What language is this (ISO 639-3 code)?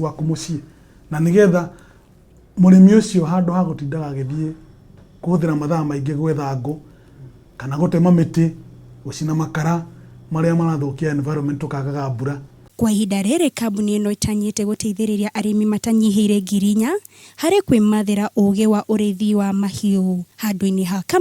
kik